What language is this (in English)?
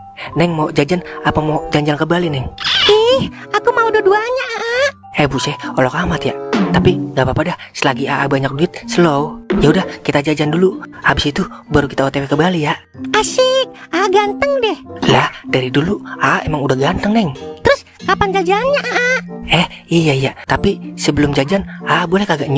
Betawi